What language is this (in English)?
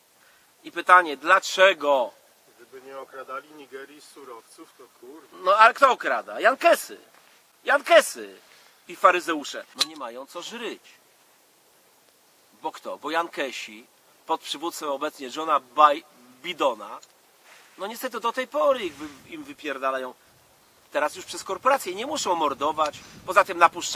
Polish